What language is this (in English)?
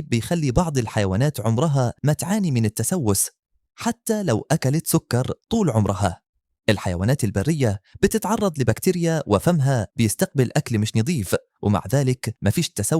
Egyptian Arabic